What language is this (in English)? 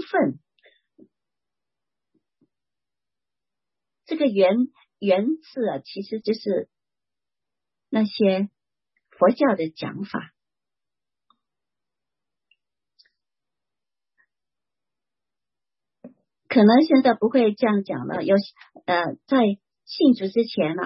Chinese